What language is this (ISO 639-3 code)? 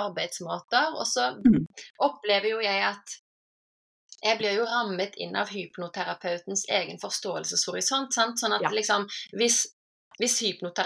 nor